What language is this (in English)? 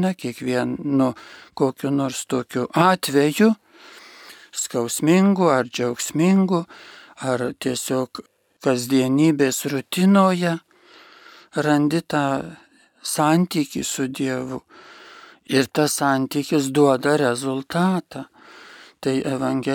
Lithuanian